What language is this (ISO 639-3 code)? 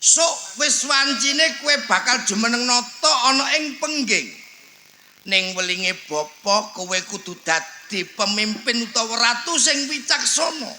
jav